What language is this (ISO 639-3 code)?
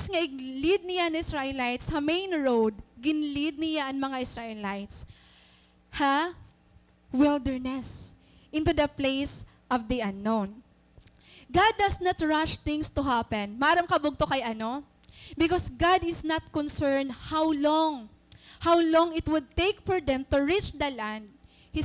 war